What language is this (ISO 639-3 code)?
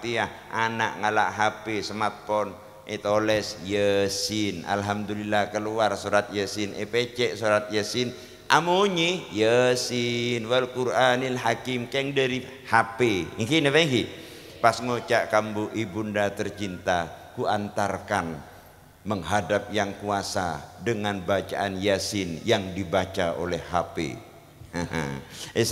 mad